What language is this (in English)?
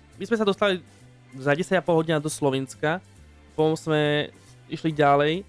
Slovak